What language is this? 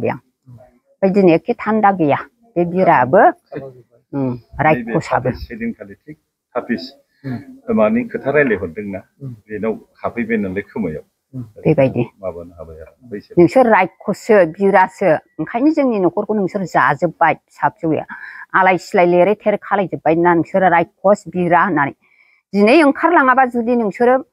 Bodo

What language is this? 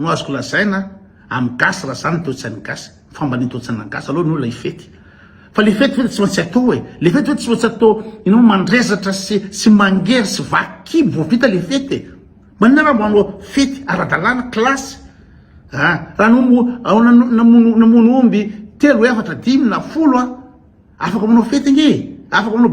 Malagasy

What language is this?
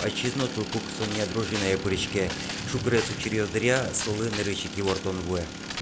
Udmurt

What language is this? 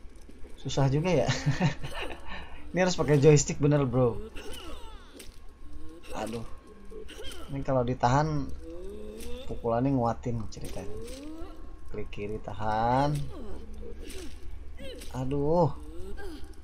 Indonesian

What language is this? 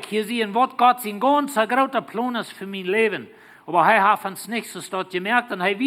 Plautdietsch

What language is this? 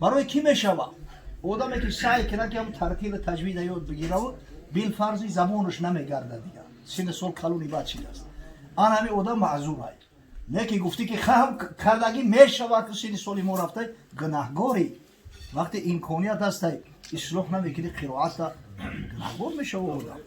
Tajik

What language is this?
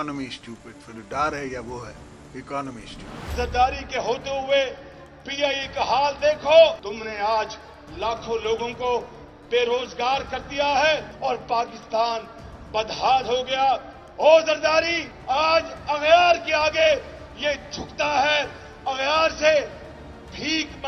Urdu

